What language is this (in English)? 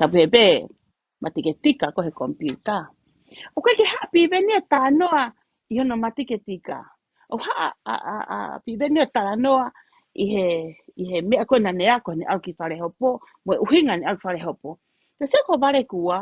Tongan